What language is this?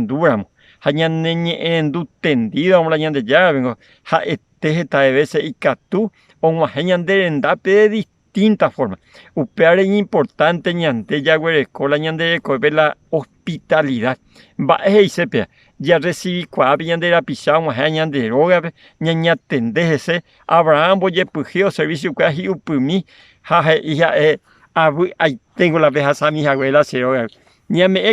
Guarani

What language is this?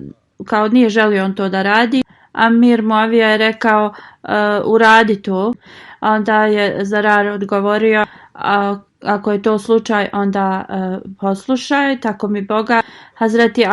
Bosnian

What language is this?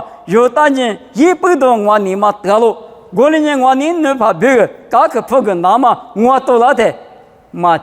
Lisu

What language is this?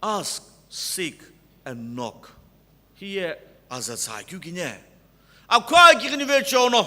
Sumi Naga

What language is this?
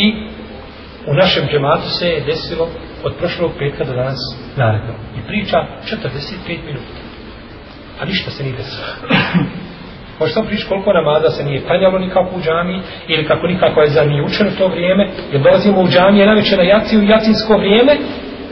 Bosnian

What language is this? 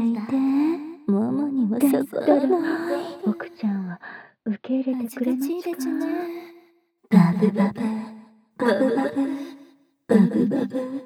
Japanese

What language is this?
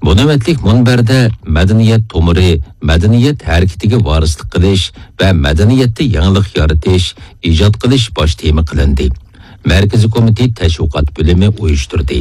Uyghur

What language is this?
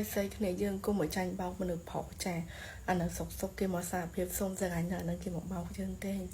Khmer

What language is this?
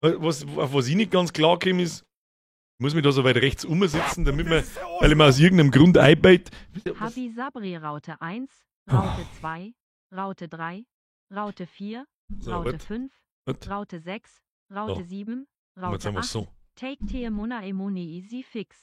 Bavarian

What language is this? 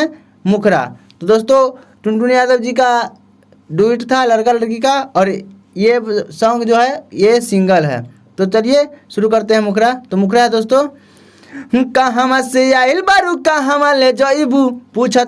Bhojpuri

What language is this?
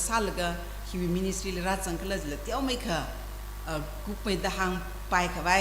Tangkhul Naga (India)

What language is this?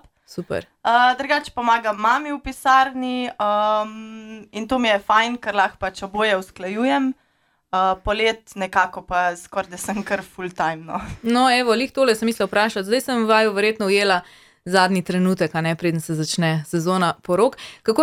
Slovenian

